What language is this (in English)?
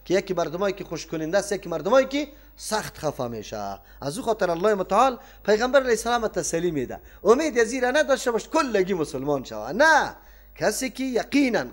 Persian